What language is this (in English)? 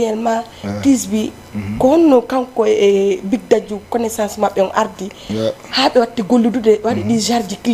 Fula